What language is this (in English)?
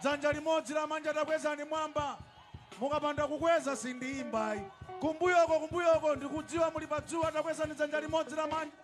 Nyanja